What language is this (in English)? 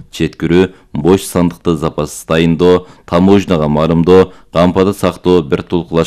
Kyrgyz